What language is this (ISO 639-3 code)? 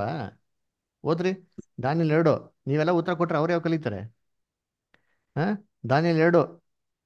kan